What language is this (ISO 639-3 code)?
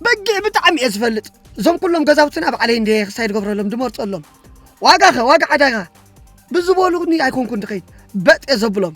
tir